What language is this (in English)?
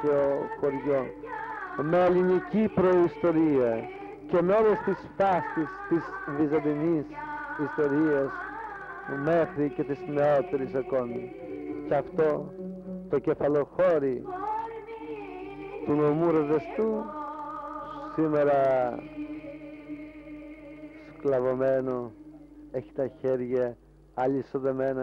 Greek